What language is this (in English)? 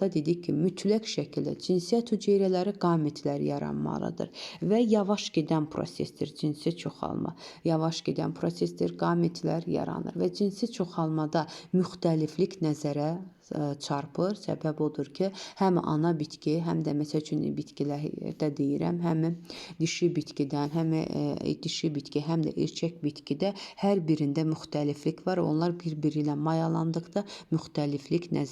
Azerbaijani